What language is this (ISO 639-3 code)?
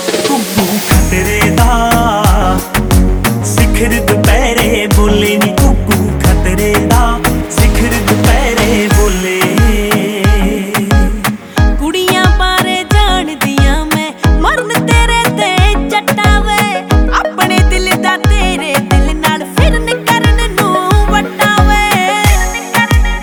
pan